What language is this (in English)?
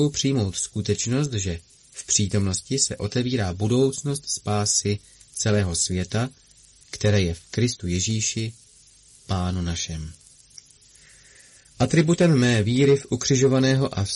Czech